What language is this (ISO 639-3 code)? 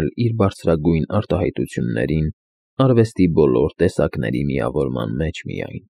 hye